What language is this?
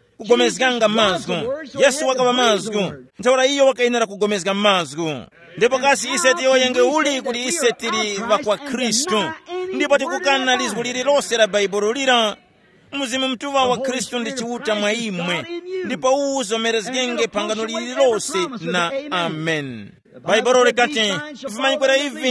Tumbuka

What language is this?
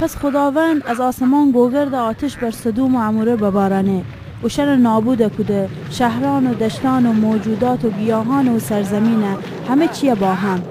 Gilaki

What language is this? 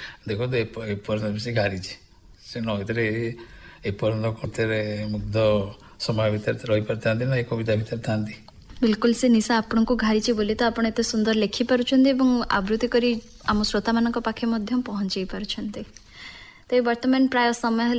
Odia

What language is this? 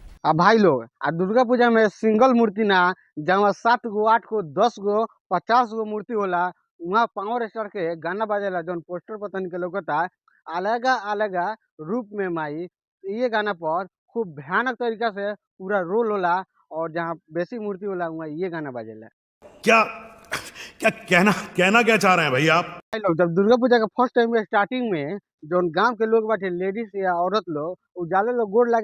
Bhojpuri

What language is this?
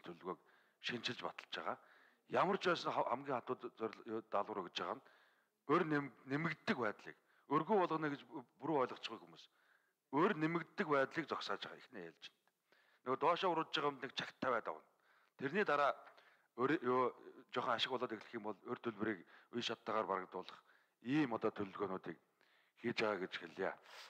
Mongolian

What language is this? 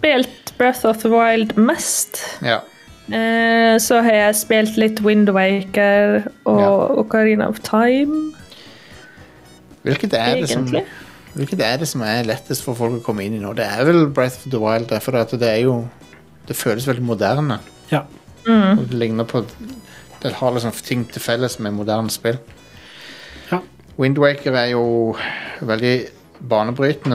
Norwegian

